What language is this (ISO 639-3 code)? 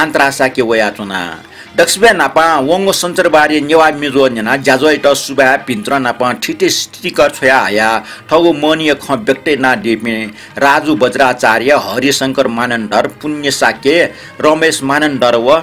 new